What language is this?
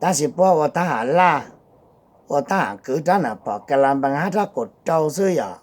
Hmong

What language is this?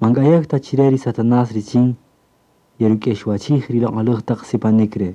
Kaqchikel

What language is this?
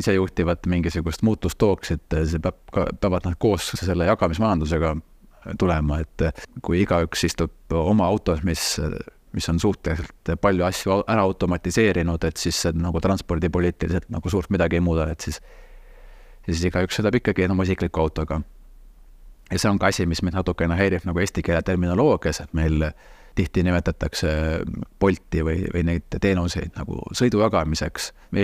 Estonian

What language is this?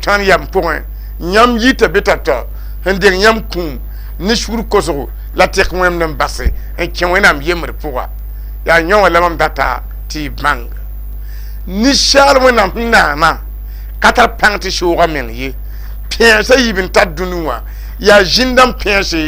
Mossi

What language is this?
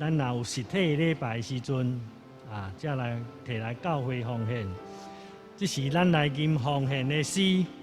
Min Nan Chinese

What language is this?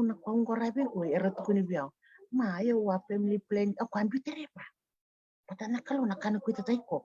Fijian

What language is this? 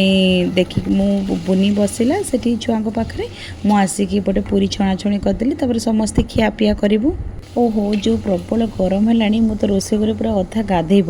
Odia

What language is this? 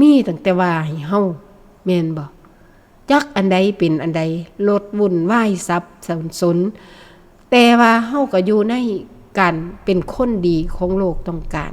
Northeastern Thai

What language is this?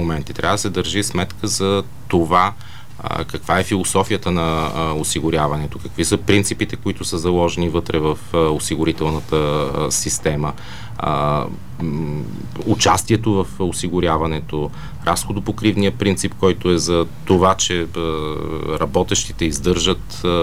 Bulgarian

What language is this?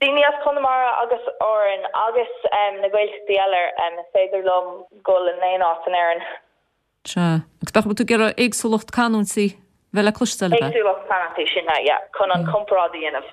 Irish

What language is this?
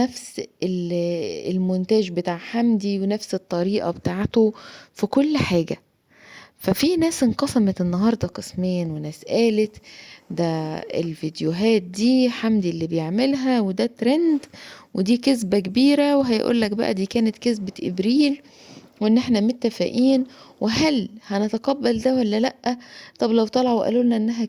Egyptian Arabic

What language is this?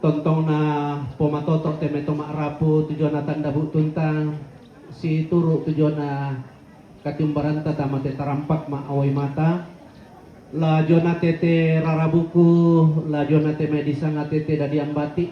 Toraja-Sa'dan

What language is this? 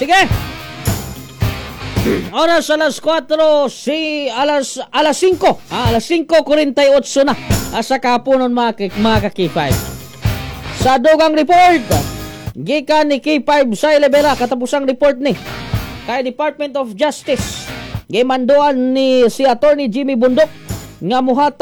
Cebuano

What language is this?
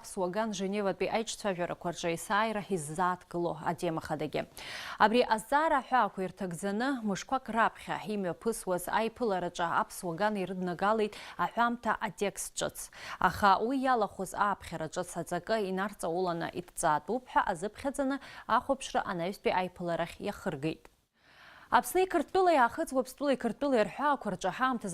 Abkhazian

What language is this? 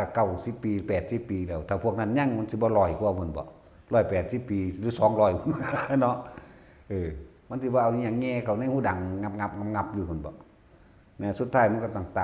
Northeastern Thai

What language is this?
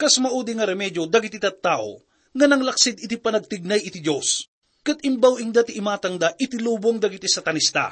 Iloko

